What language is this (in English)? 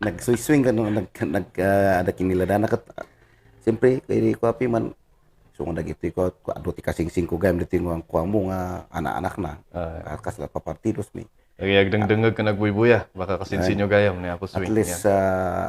Kankanaey